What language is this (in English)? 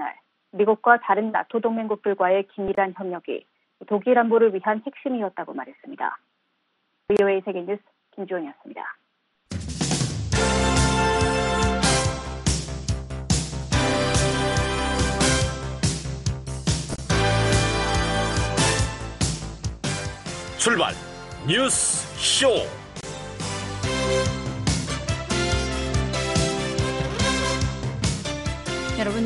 Korean